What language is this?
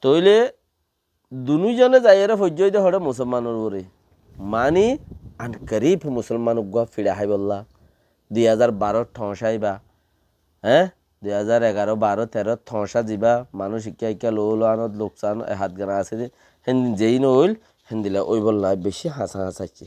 Rohingya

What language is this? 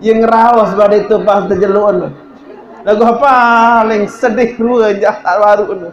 Sasak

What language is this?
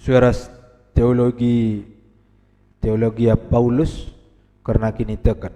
Batak Karo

